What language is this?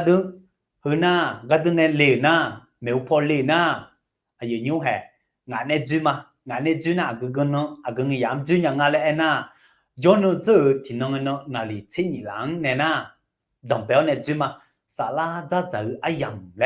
Akha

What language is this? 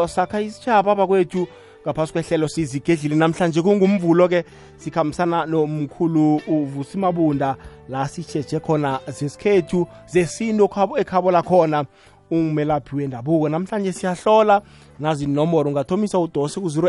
South Ndebele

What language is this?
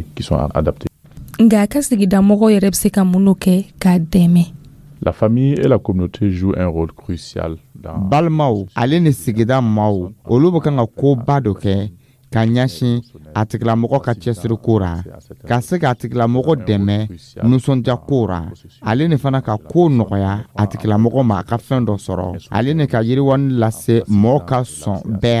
Dyula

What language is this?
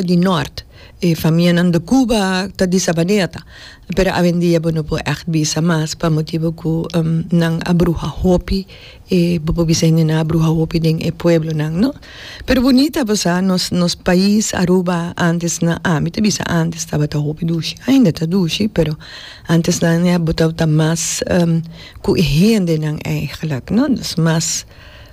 Papiamento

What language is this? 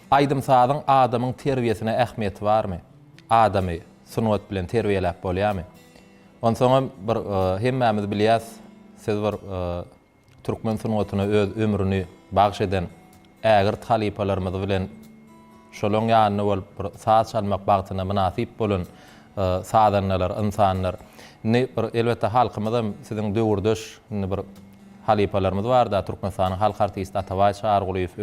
Turkmen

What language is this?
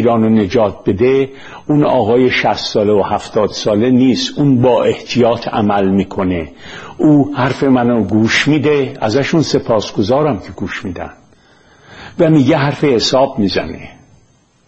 Persian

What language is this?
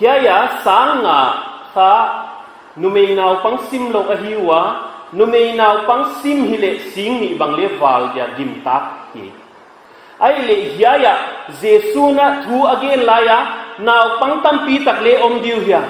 Paite Chin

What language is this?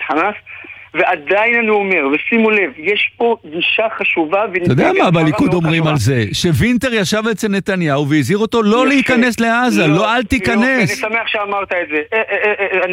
Hebrew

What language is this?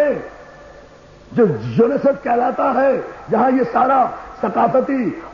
Urdu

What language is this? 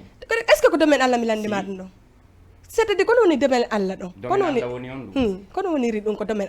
Fula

